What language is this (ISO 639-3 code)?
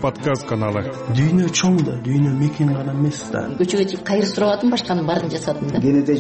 kir